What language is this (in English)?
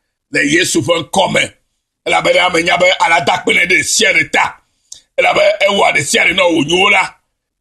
Ewe